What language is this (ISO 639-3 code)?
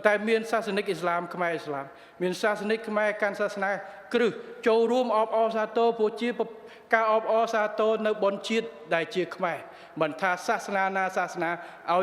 khm